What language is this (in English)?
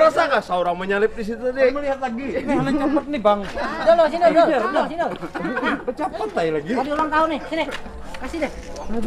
Banjar